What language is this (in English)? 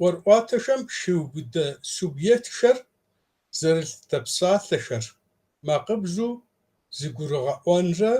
Kabardian